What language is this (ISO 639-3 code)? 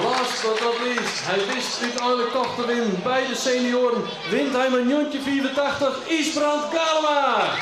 fry